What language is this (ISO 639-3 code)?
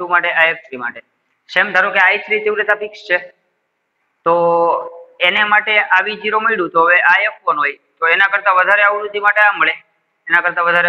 guj